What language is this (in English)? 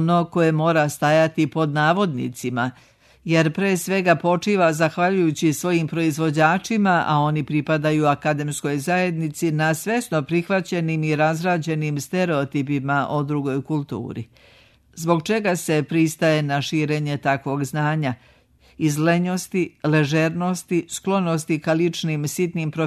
Serbian